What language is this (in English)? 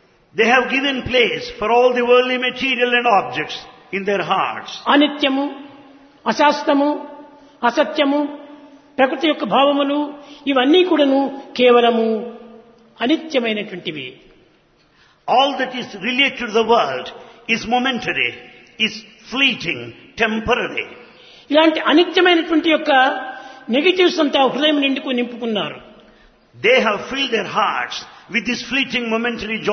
Telugu